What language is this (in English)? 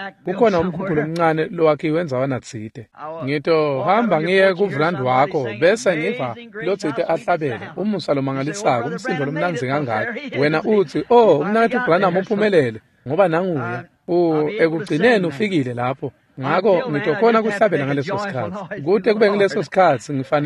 Swati